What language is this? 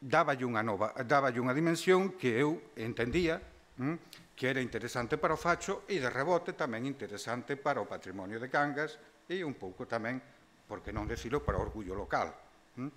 Galician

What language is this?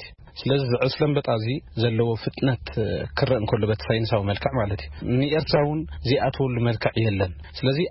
Tigrinya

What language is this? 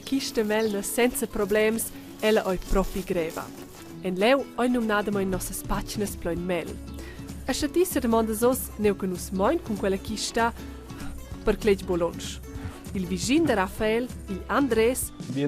Romansh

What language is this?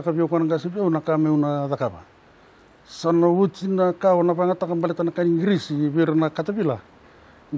Fijian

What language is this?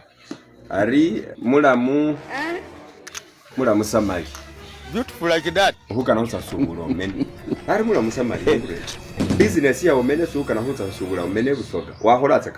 Masaaba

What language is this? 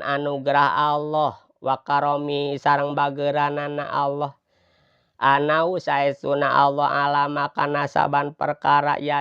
Sundanese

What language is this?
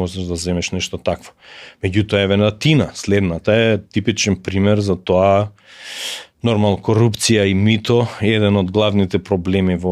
Macedonian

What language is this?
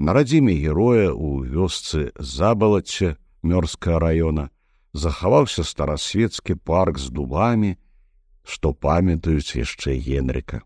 Belarusian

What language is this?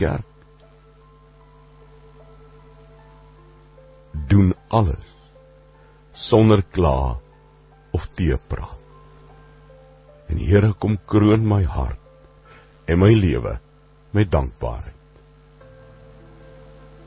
Afrikaans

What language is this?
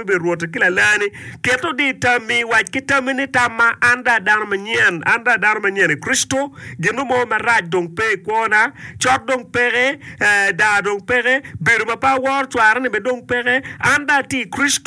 Acoli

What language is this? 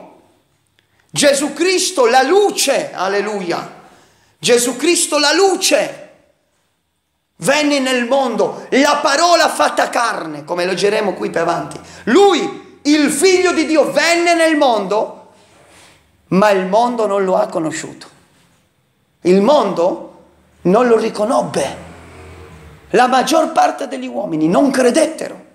Italian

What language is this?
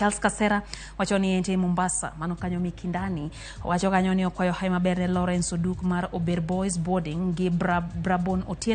Luo (Kenya and Tanzania)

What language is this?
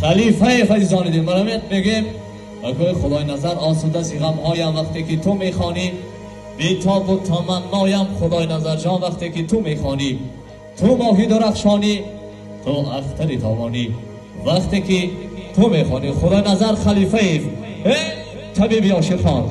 Tajik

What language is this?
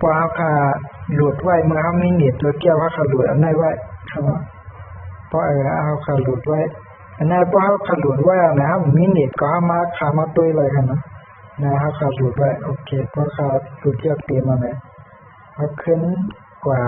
Shan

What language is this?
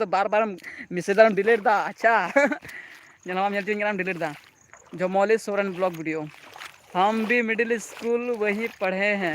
Santali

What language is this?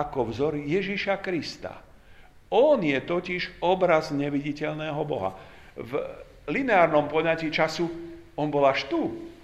Slovak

